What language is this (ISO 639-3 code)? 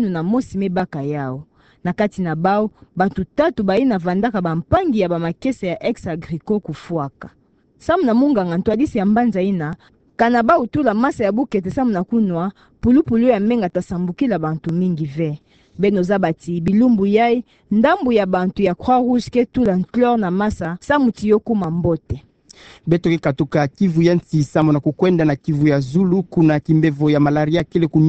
ktu